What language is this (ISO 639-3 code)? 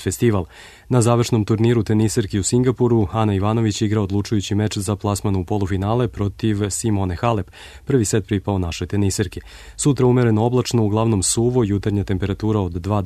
srp